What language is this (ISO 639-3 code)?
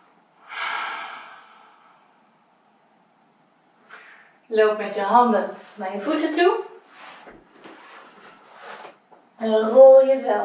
nld